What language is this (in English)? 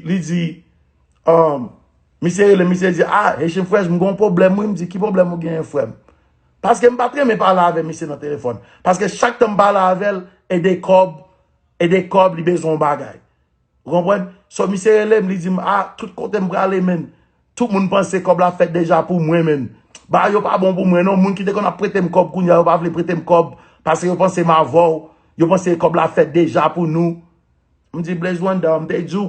Haitian Creole